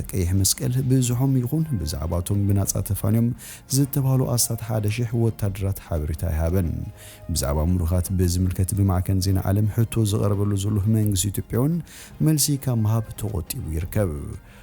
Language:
Tigrinya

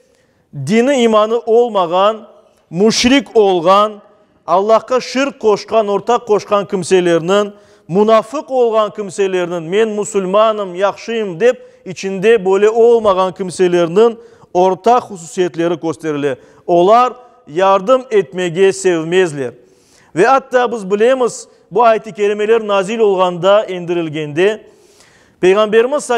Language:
Crimean Tatar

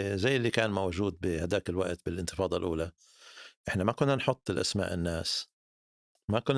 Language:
North Levantine Arabic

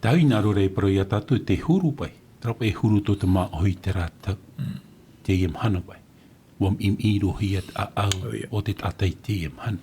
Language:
Tahitian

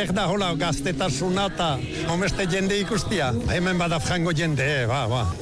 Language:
Basque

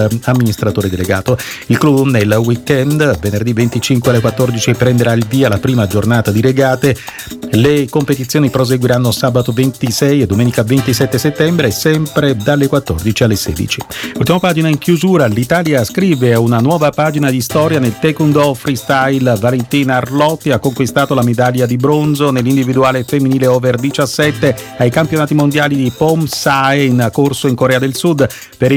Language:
Italian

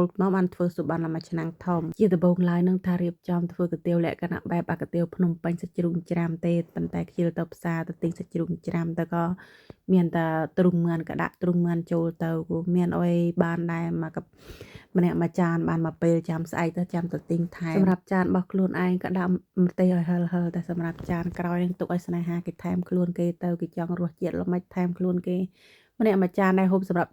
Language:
Khmer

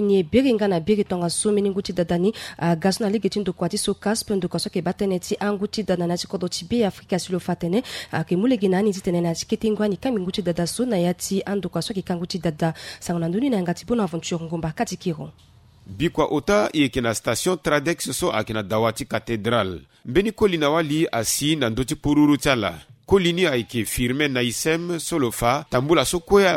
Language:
Sango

